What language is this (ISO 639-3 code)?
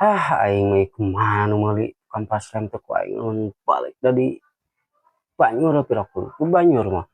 sun